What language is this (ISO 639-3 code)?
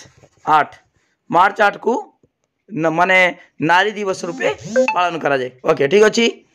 ori